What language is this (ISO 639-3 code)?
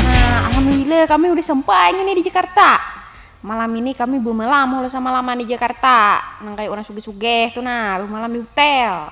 bjn